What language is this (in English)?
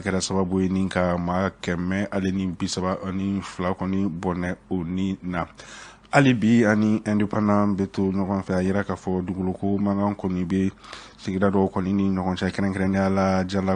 Bambara